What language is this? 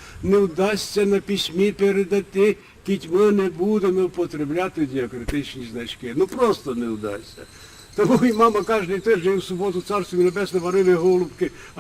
Rusyn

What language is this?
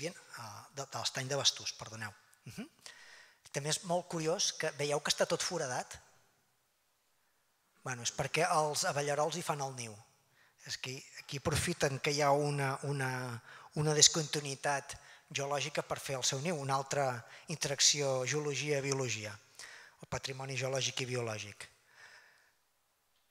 Catalan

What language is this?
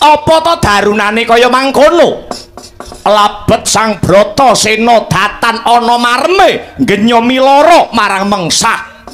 Javanese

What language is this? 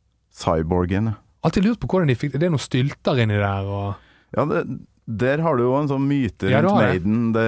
Norwegian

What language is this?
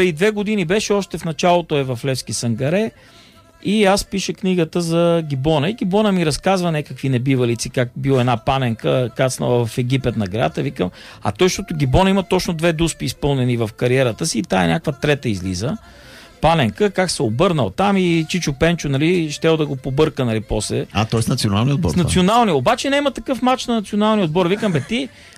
Bulgarian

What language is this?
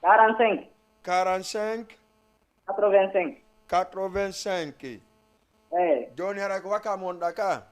Fula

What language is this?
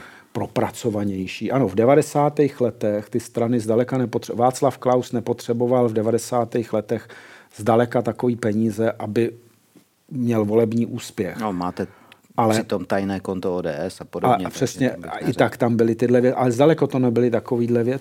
Czech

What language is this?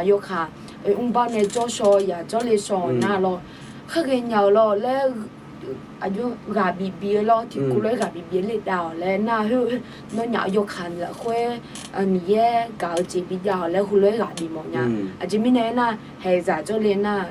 Akha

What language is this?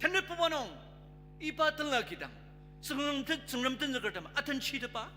Ao Naga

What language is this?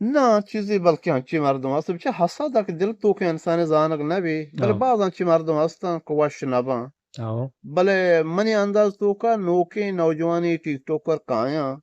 Eastern Balochi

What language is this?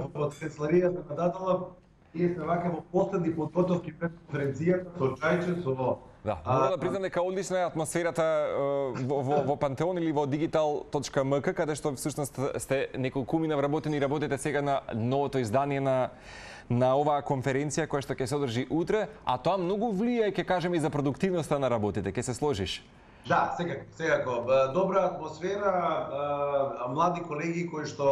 Macedonian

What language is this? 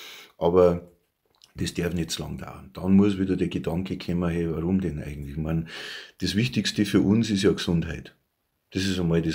Bavarian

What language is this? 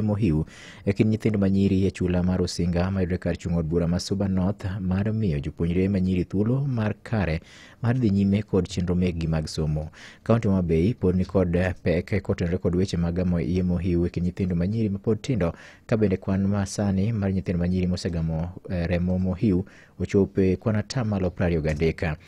Luo (Kenya and Tanzania)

